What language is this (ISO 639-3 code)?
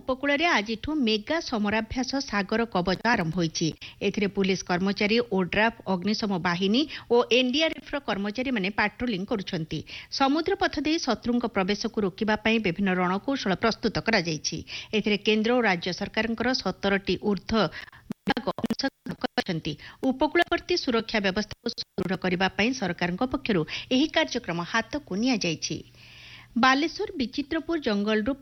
ori